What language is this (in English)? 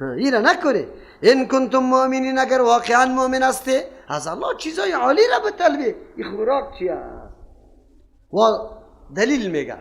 Persian